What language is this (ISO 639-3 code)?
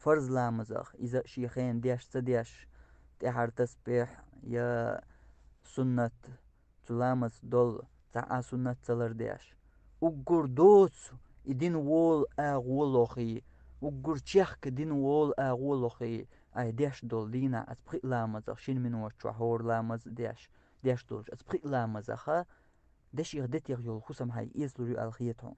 che